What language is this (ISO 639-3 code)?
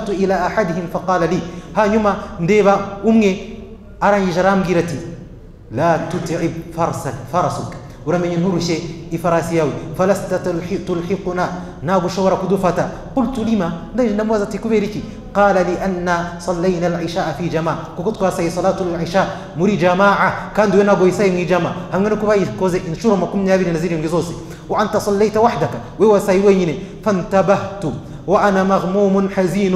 kin